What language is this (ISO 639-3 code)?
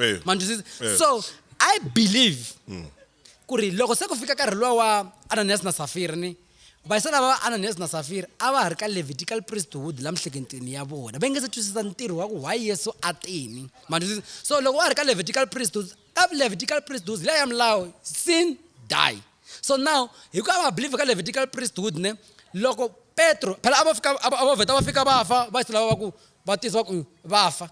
tso